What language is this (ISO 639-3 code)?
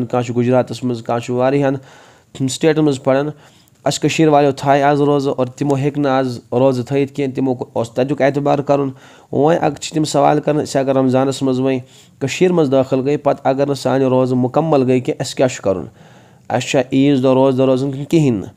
kas